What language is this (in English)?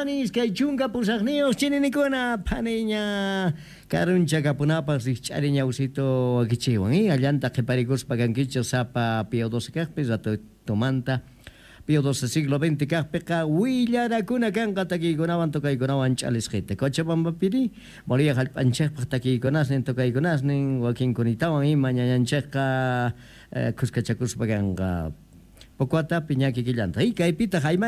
South Bolivian Quechua